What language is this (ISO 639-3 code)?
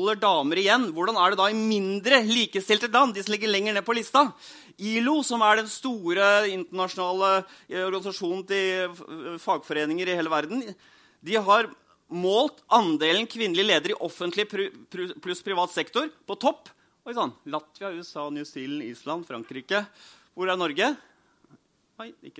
nor